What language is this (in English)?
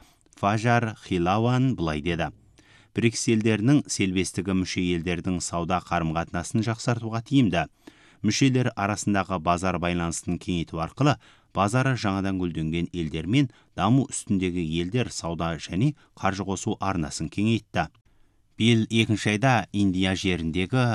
Kazakh